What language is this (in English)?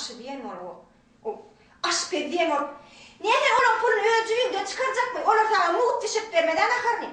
Turkmen